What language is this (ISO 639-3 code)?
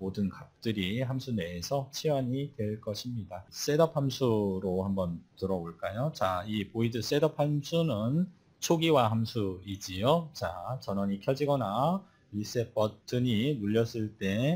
kor